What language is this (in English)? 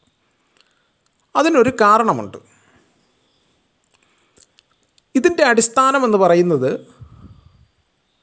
Malayalam